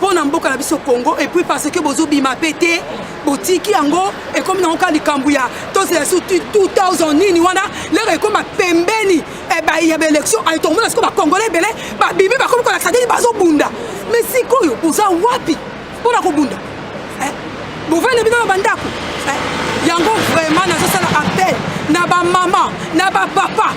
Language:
Lingala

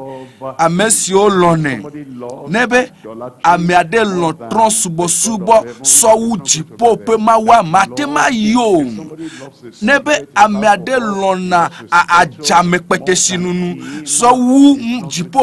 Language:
Ewe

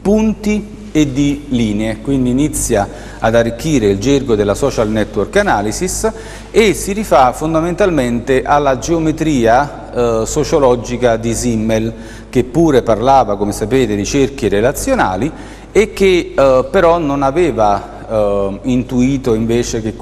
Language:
Italian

